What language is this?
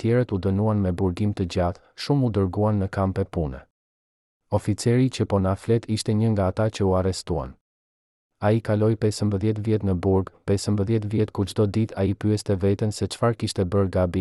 Albanian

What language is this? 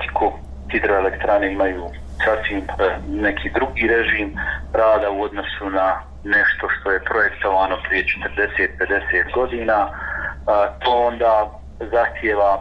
Bosnian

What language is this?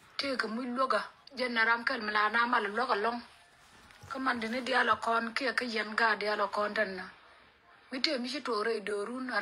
Nuer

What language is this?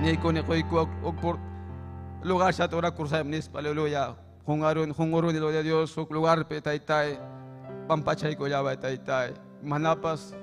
Ayacucho Quechua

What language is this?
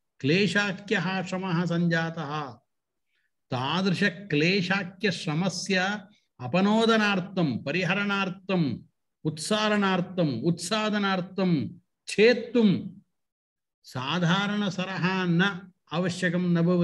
Sanskrit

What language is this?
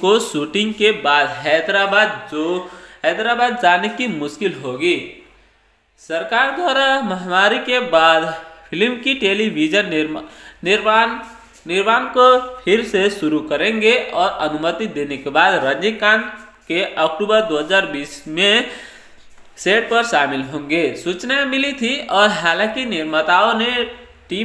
Hindi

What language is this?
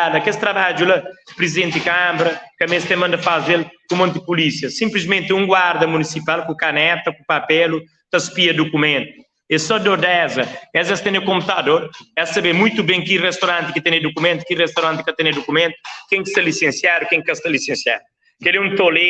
Kabuverdianu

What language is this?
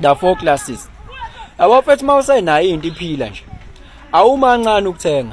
Zulu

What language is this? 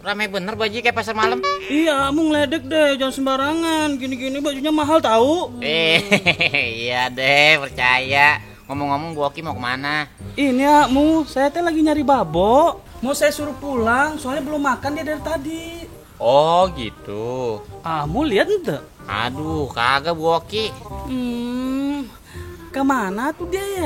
Betawi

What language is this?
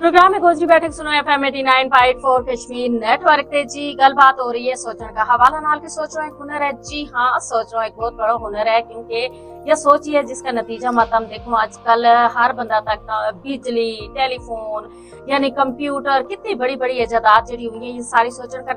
Gujari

